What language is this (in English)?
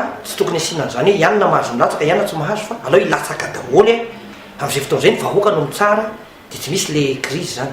Malagasy